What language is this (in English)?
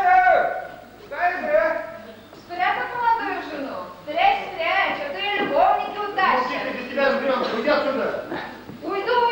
Chuvash